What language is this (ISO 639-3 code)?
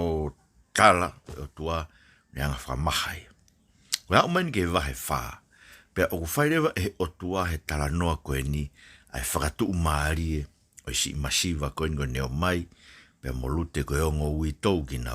ton